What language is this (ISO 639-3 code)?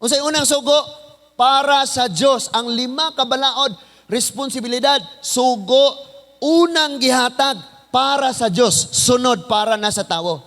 ceb